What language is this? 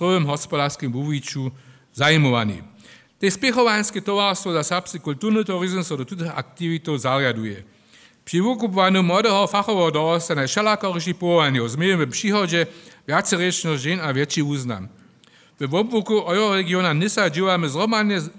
Upper Sorbian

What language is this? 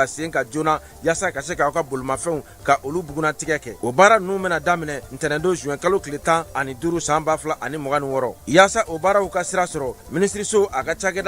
Bambara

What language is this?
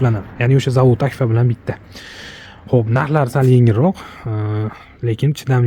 Uzbek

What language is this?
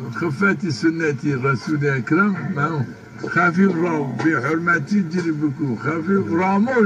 Zaza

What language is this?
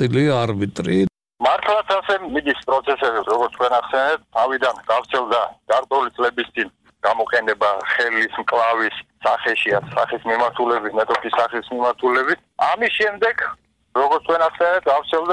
Georgian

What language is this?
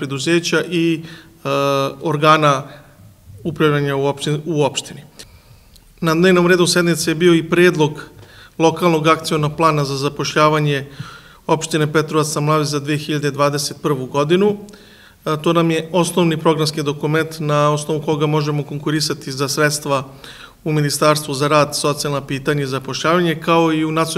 Serbian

